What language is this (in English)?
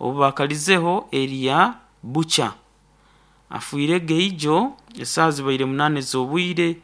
Nyankole